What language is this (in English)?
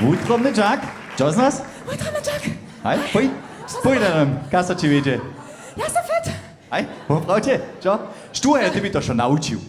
Upper Sorbian